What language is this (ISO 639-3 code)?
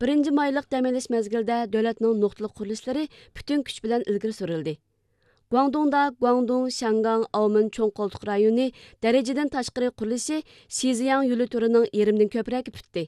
uig